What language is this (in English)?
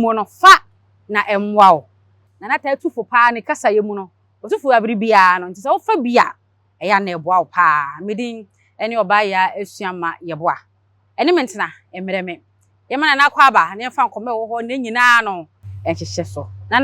Akan